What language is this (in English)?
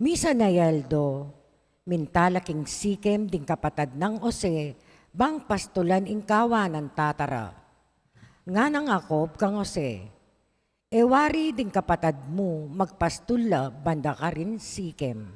Pampanga